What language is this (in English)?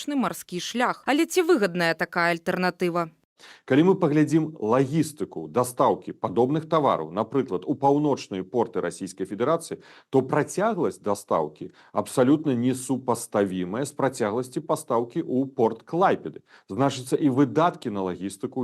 Belarusian